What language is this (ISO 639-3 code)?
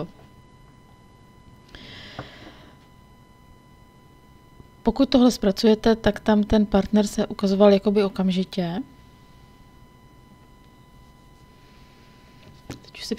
ces